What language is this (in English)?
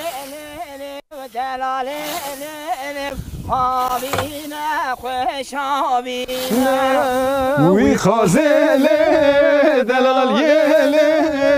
Kurdish